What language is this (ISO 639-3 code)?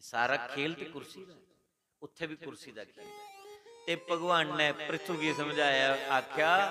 doi